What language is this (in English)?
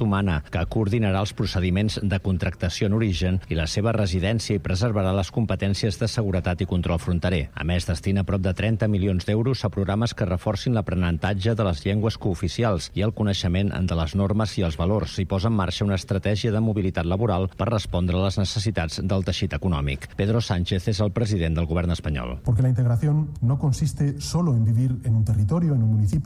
Catalan